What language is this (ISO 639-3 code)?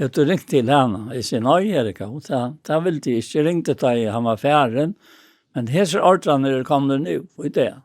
fao